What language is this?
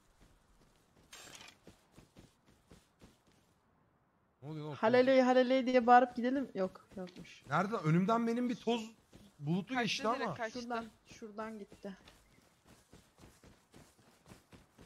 Turkish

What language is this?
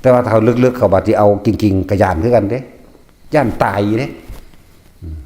Northeastern Thai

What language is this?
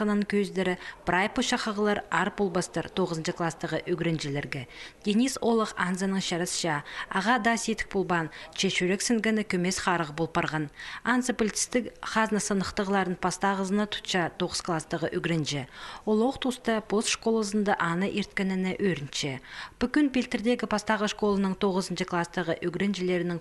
Khakas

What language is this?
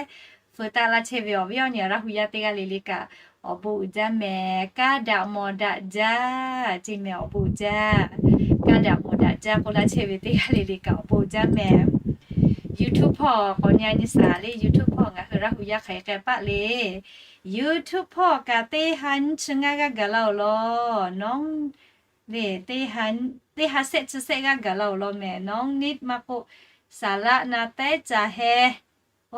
Lahu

